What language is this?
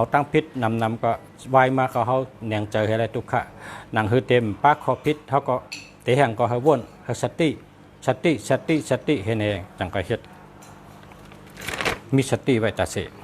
Shan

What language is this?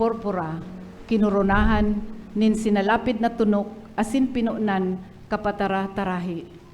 Bikol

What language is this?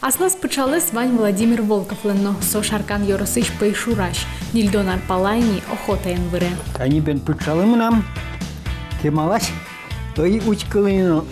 Udmurt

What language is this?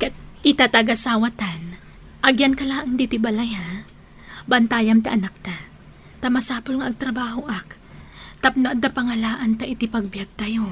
Iloko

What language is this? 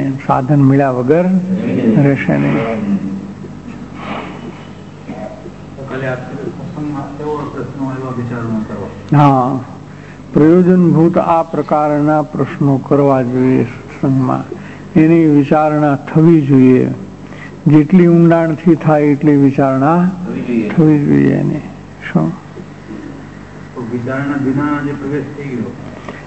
Gujarati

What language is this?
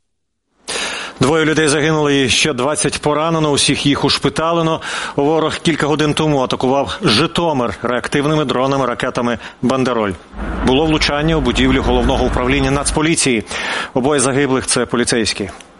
Ukrainian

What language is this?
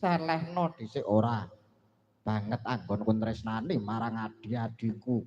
Javanese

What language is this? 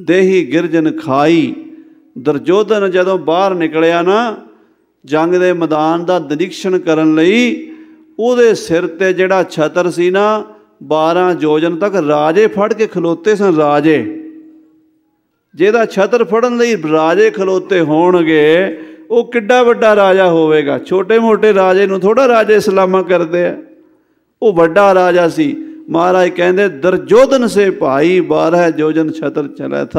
Punjabi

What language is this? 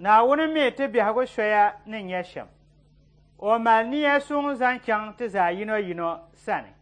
Dagbani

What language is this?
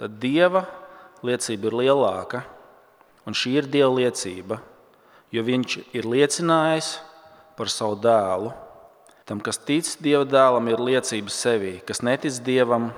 Latvian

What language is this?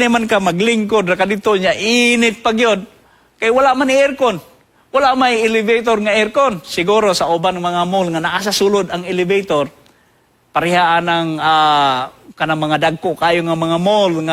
Cebuano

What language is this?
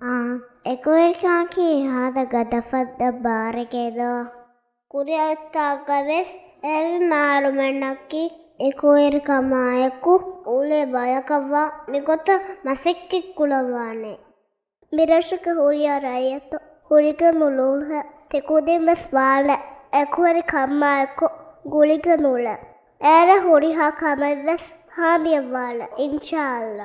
Divehi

